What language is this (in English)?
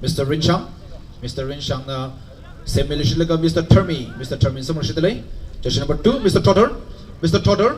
Tangkhul Naga (India)